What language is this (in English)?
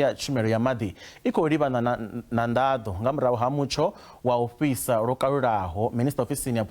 Venda